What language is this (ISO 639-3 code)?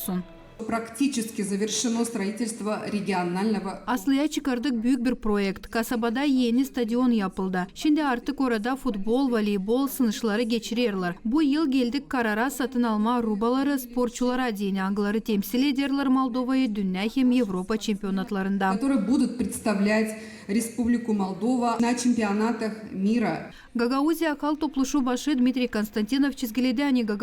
gag